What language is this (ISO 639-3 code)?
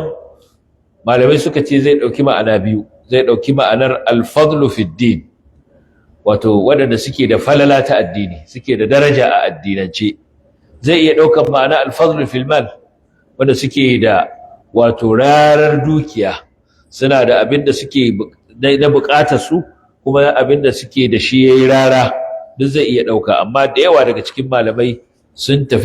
hau